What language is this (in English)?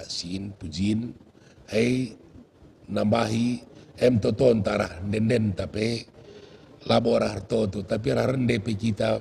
Batak Karo